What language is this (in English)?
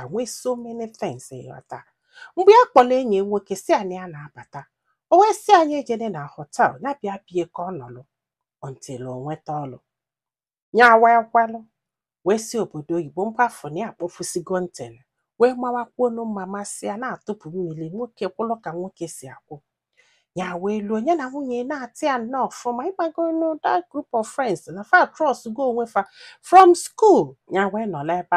Igbo